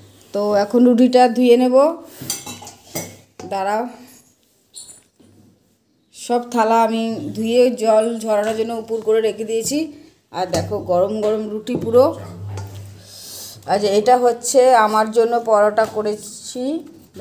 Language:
Bangla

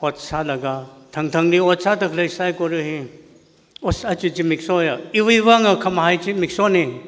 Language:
Tangkhul Naga (India)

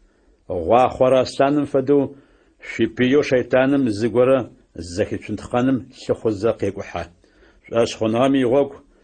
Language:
Adyghe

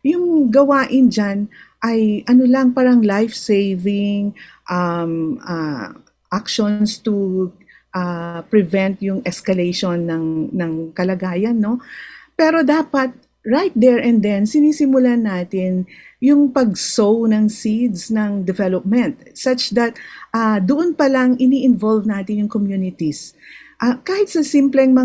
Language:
Filipino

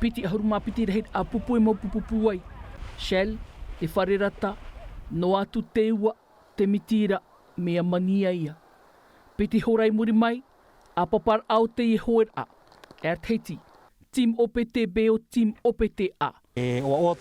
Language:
Tahitian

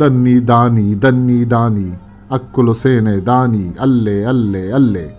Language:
Eastern Balochi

